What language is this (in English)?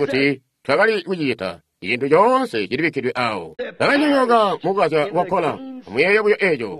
Tonga (Zambia)